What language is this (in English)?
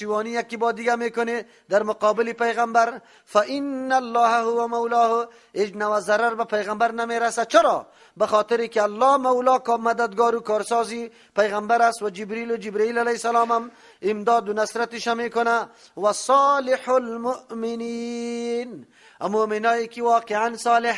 Persian